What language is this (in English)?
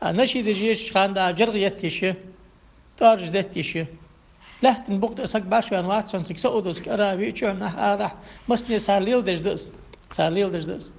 Ingush